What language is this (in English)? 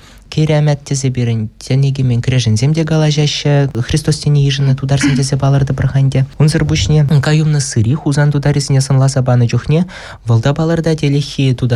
Chuvash